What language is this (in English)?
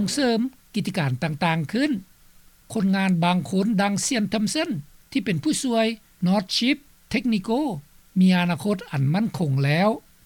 Lao